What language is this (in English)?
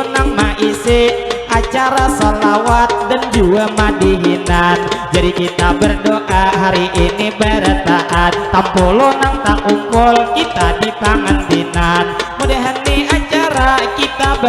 Banjar